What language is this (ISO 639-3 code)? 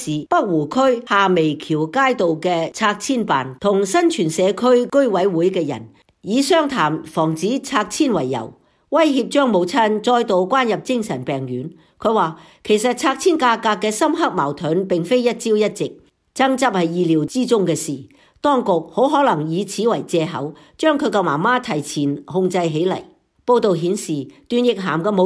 yue